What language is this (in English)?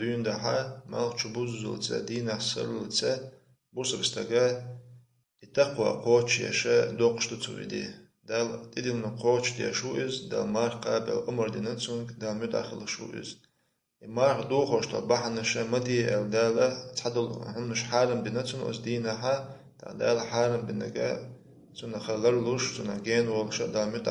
Chechen